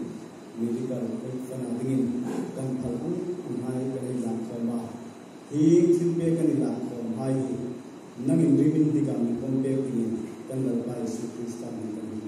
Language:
Hmar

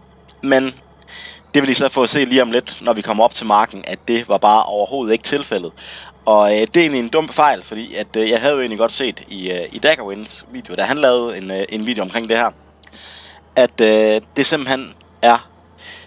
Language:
Danish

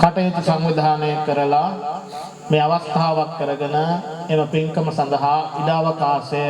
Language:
Sinhala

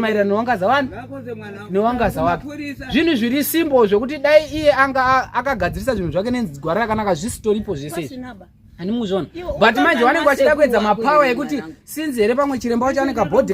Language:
Shona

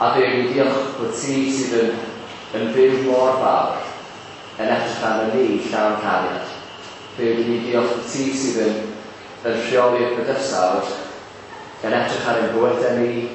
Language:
Welsh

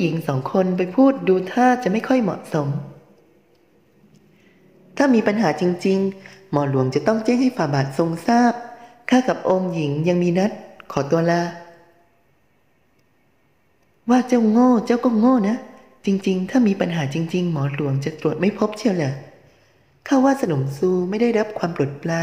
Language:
Thai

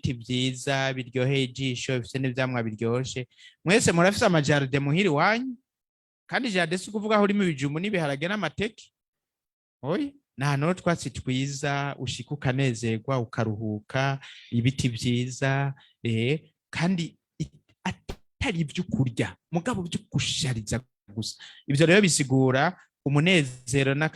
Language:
Rundi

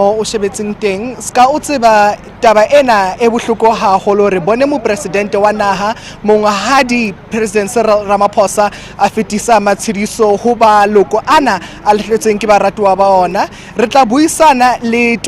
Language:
Southern Sotho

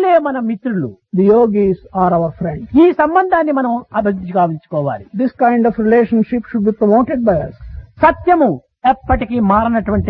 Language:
Telugu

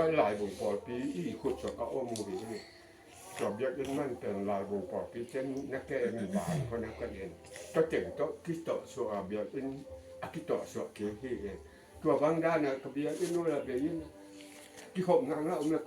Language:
Tedim Chin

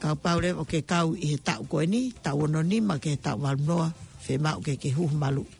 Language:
Tongan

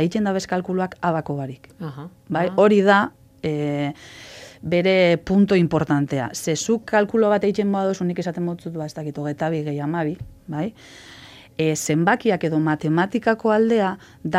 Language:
Basque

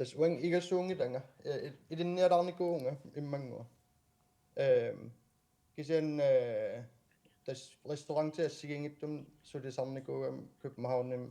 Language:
Kalaallisut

